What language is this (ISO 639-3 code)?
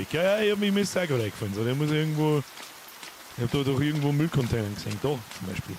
bar